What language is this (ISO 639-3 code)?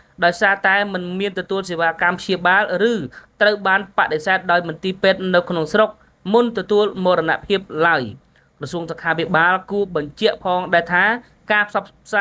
khm